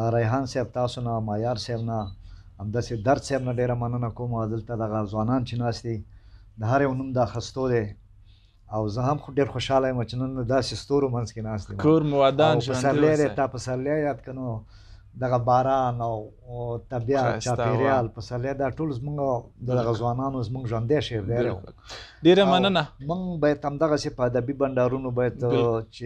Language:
Pashto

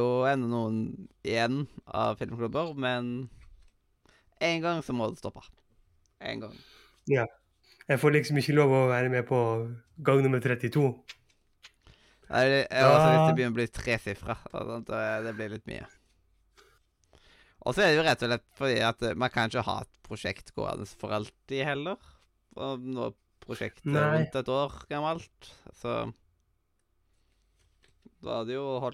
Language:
Norwegian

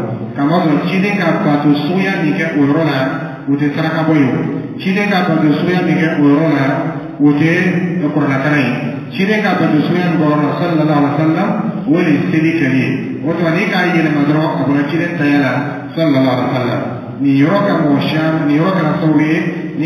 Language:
Dyula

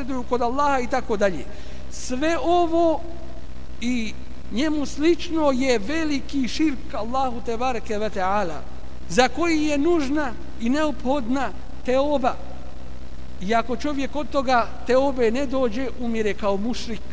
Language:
Bosnian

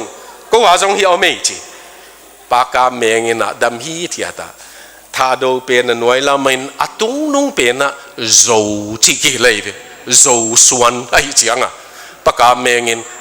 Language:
Tedim Chin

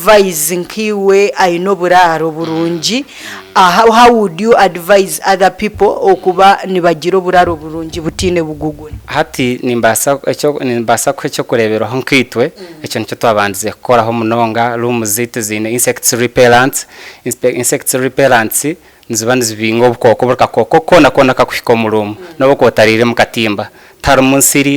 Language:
Nyankole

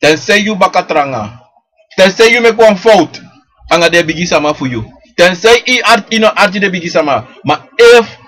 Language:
Sranan Tongo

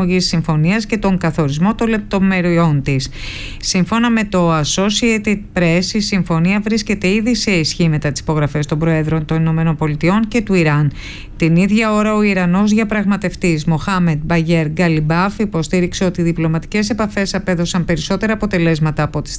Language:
Greek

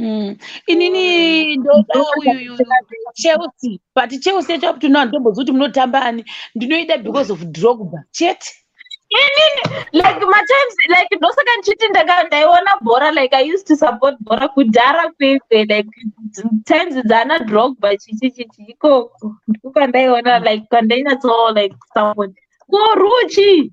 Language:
Shona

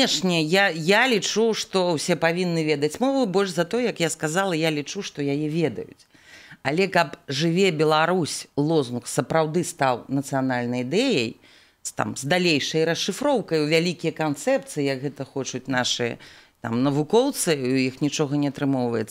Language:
Belarusian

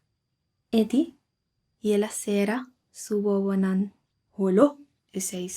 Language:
Papiamento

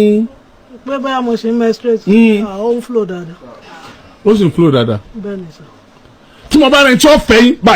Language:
Yoruba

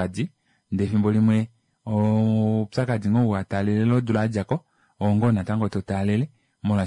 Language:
Kuanyama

